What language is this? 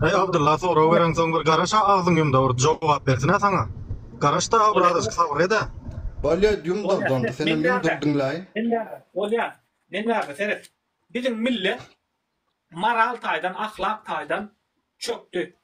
Turkmen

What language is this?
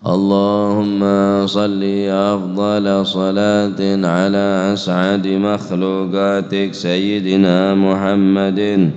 Madurese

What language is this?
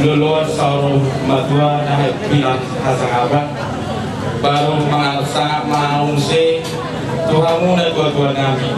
Batak Toba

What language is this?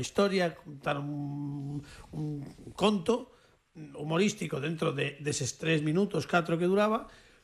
Galician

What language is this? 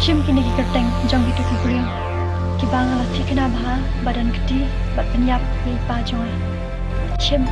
Khasi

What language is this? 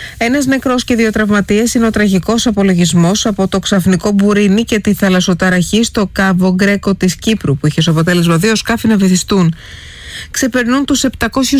Greek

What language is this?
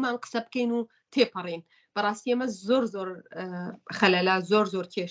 Central Kurdish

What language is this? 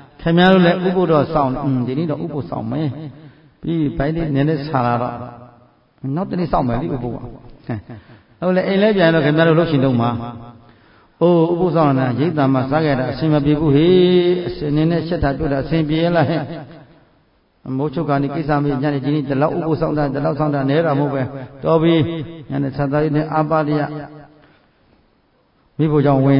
Burmese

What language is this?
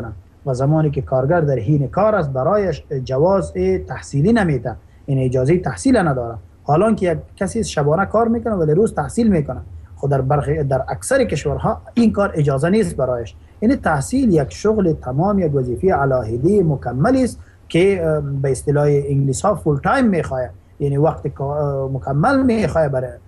Persian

